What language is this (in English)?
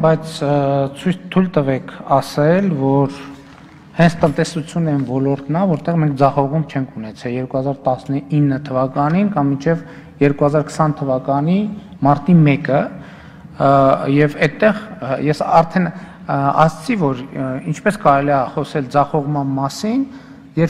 Armenian